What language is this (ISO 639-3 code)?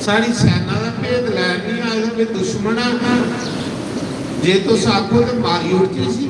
doi